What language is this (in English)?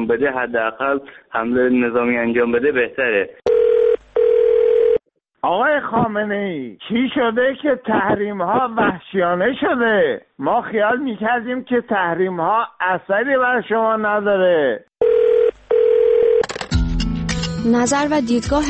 Persian